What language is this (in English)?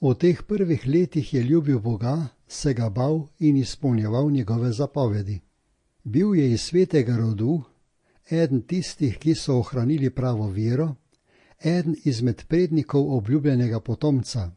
Slovenian